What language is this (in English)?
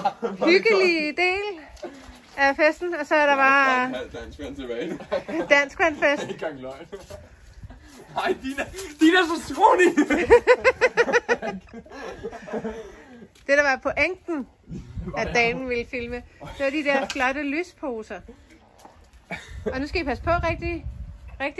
Danish